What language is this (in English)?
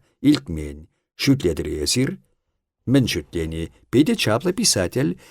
Chuvash